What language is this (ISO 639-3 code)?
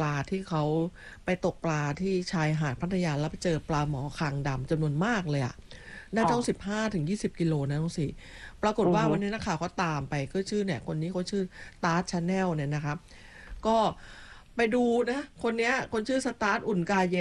tha